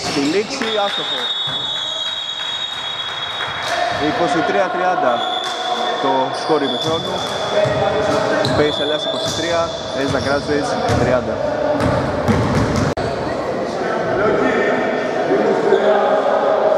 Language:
Greek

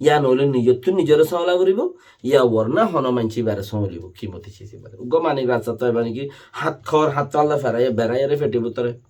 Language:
Rohingya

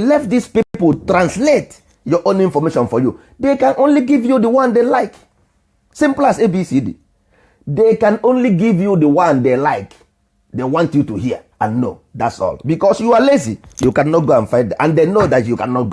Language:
Igbo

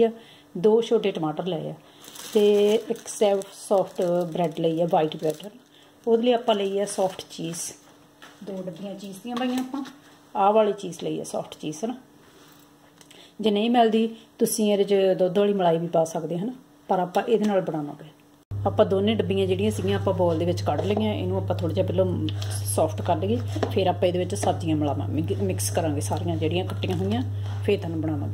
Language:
Punjabi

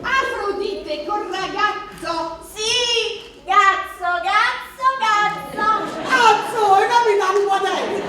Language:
Neapolitan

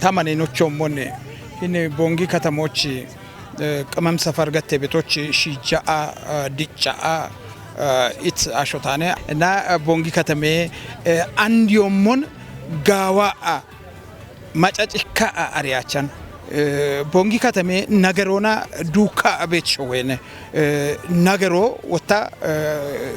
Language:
Kafa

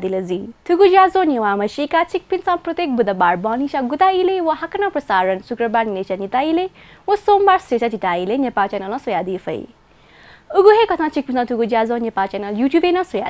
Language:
Newari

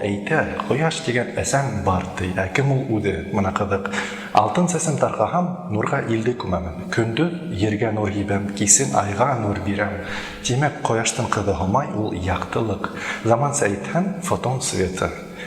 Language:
Bashkir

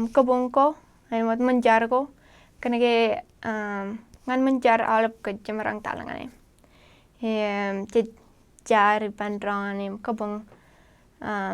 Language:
Marshallese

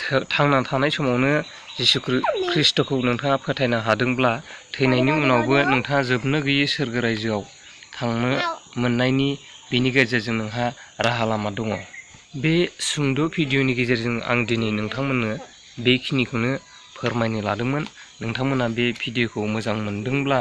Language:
Bodo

